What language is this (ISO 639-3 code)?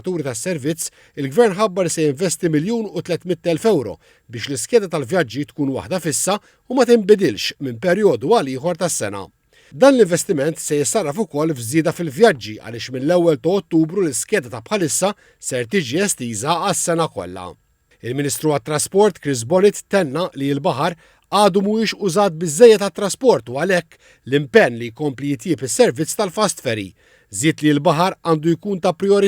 mlt